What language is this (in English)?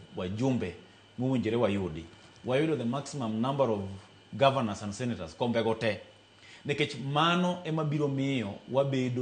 Luo (Kenya and Tanzania)